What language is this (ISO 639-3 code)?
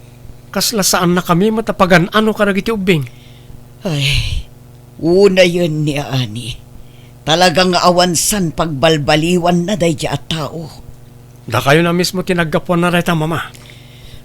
ilo